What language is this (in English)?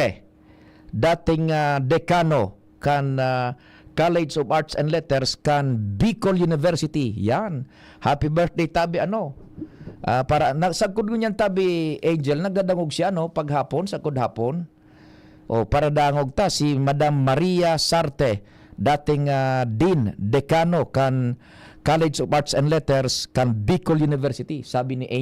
Bikol